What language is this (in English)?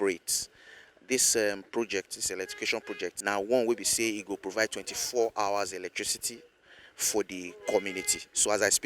Nigerian Pidgin